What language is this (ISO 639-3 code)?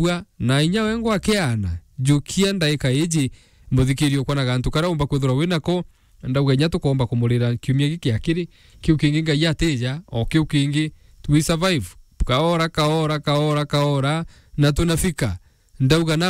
mer